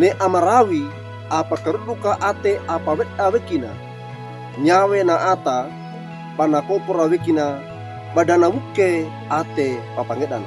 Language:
Wejewa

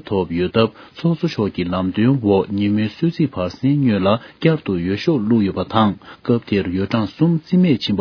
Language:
Tibetan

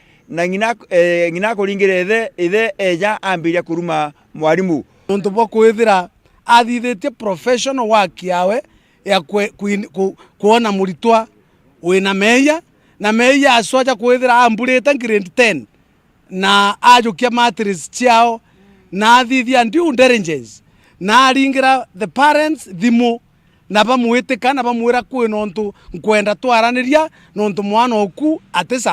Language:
Meru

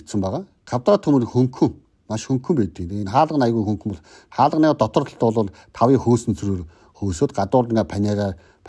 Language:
Mongolian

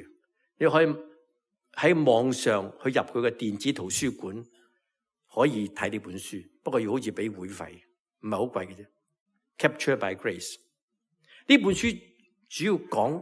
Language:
Cantonese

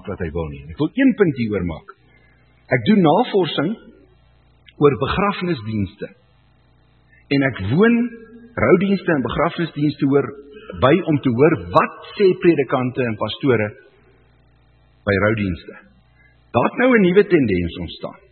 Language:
Afrikaans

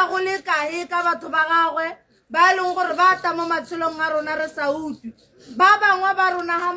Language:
Tswana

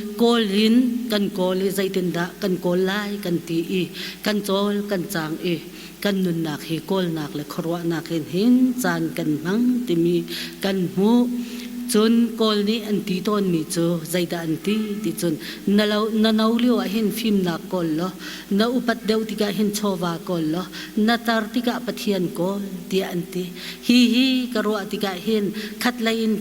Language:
Hakha Chin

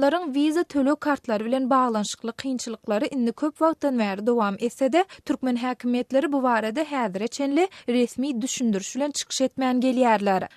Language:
Turkmen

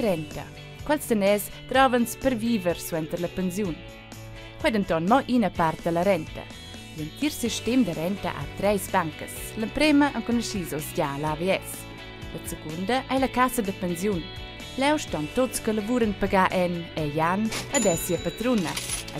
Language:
Romansh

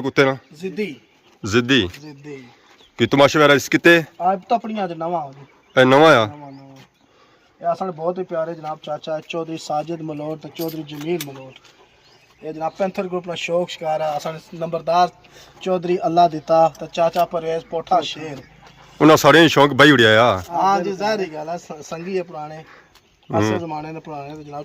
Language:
Pahari-Potwari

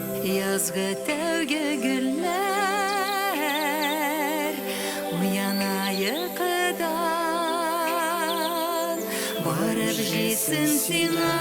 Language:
Tatar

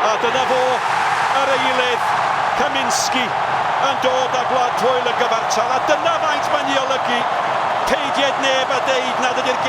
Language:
Welsh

